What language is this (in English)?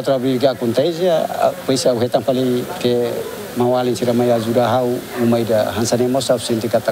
Tetum